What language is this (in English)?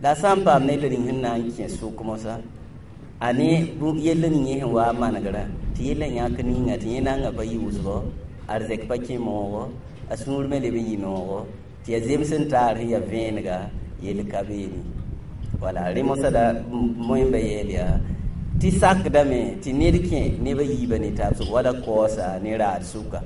Mossi